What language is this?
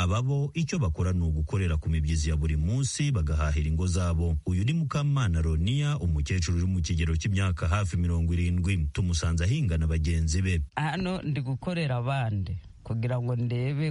Kinyarwanda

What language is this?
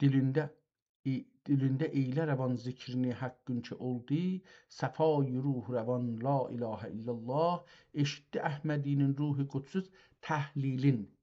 South Azerbaijani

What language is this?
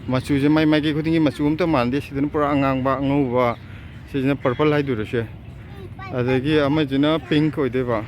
Manipuri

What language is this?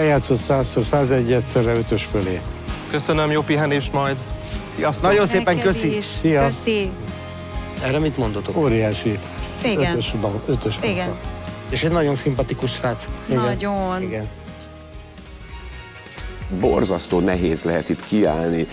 Hungarian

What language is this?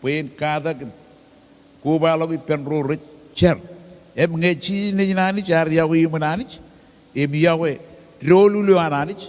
Marshallese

